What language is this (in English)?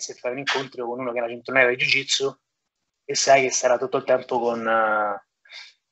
Italian